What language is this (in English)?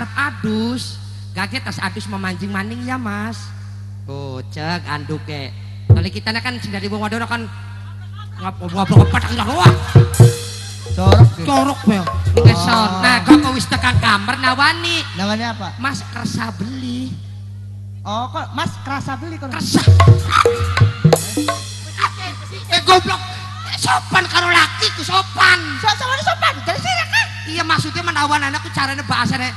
Javanese